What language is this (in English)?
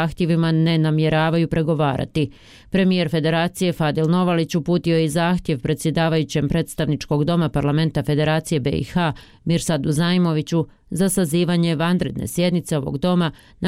Bosnian